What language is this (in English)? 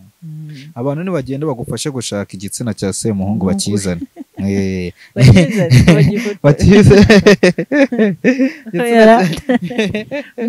Kinyarwanda